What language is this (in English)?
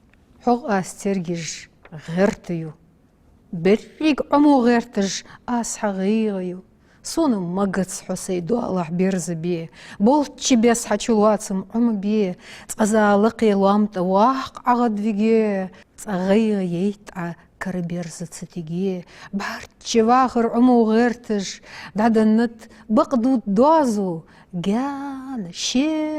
Ingush